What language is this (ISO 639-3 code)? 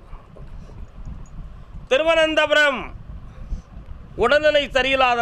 tam